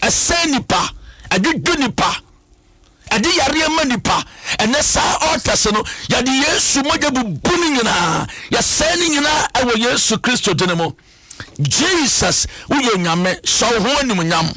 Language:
Akan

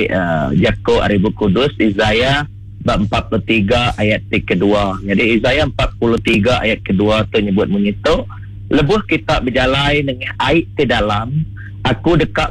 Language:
Iban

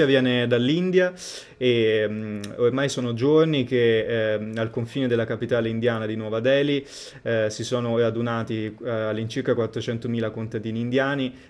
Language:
Italian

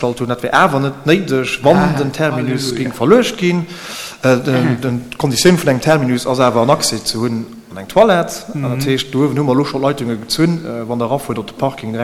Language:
Luxembourgish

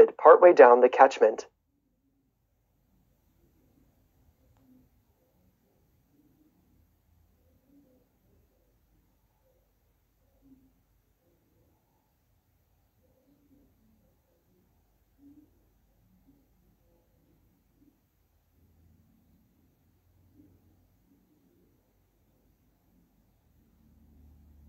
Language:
English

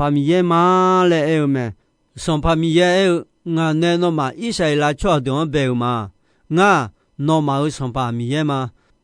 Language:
Akha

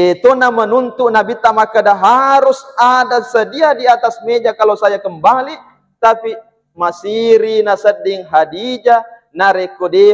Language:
Buginese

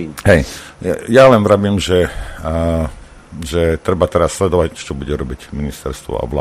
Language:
Slovak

